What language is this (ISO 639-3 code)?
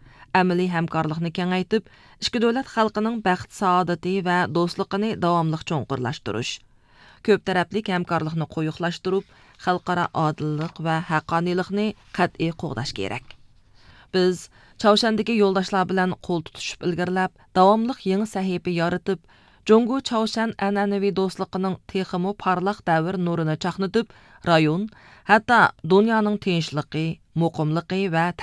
uig